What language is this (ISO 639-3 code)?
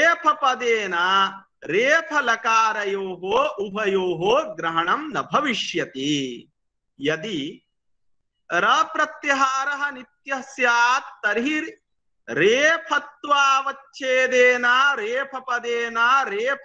san